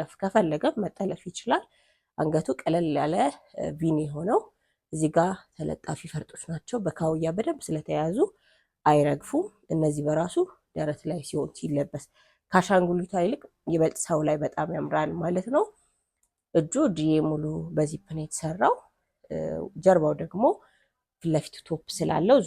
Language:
Amharic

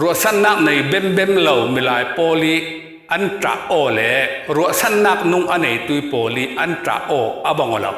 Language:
Falam Chin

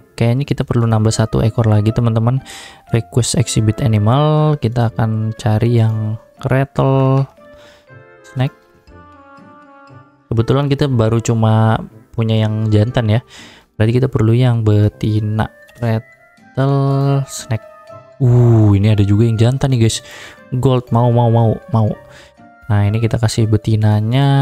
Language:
Indonesian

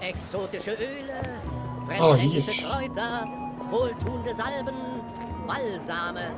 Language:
Swiss German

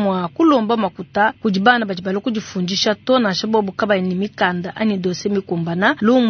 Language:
Luba-Lulua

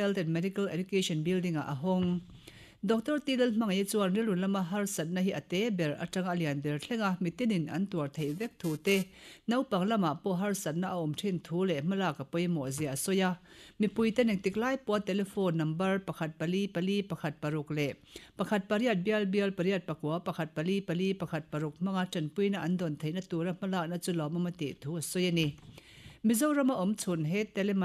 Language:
Mizo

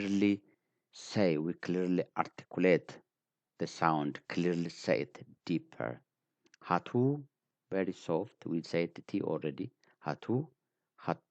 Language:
English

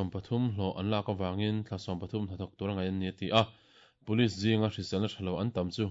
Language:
Mizo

